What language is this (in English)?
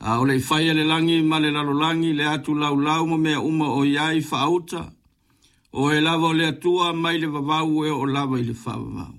Samoan